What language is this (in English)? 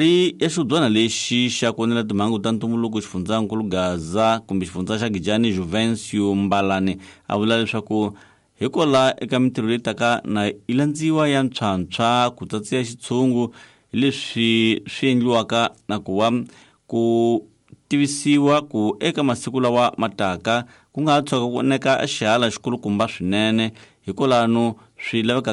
Tsonga